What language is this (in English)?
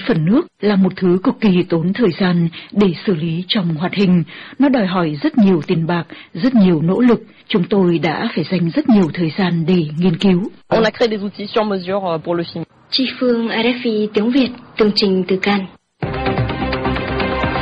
Vietnamese